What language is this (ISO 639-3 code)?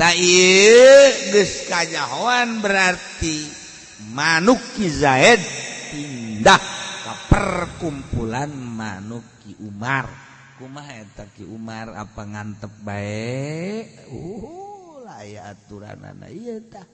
sun